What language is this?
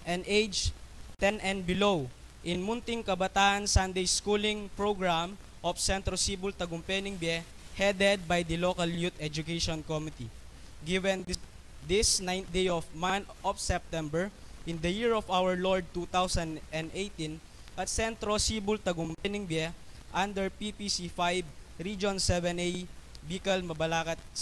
Pampanga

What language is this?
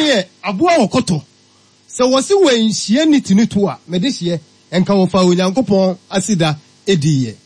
Akan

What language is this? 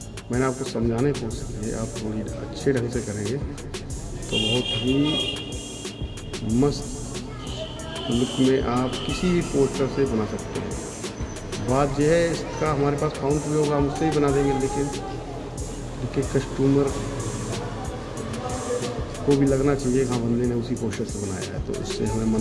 Hindi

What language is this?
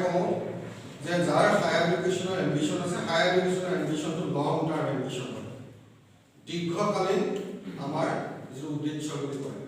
Assamese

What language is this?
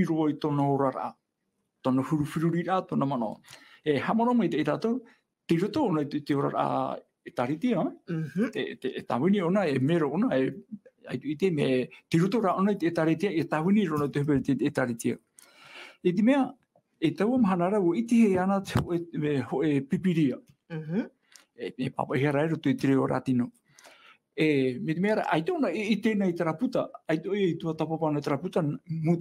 Tahitian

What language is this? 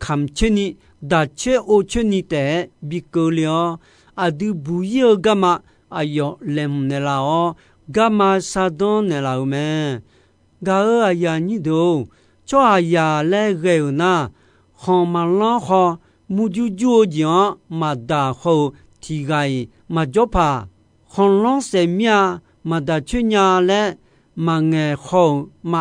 Akha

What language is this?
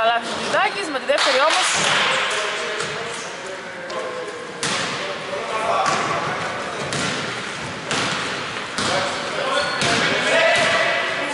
Greek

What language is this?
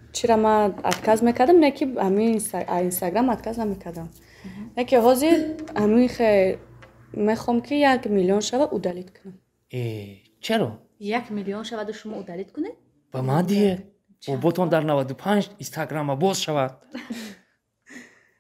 Tajik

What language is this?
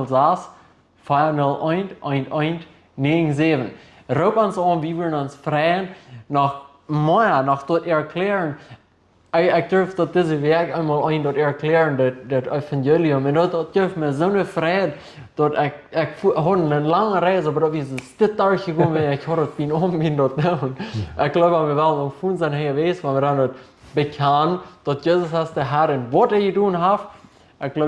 Plautdietsch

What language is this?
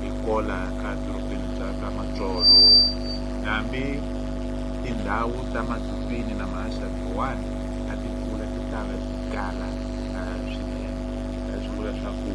Tsonga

